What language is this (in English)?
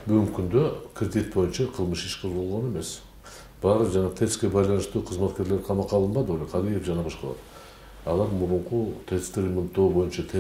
Kyrgyz